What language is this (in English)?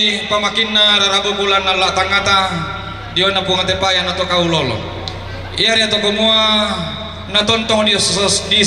Toraja-Sa'dan